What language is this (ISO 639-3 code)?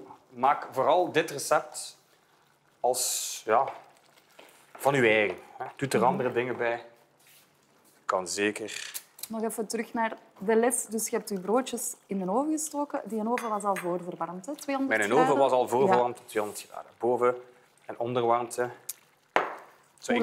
nld